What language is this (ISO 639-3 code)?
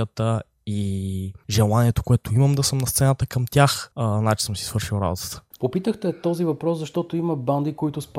bul